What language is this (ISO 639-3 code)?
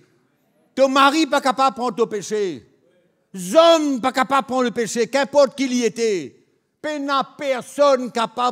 mfe